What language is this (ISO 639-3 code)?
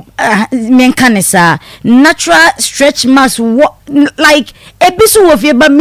aka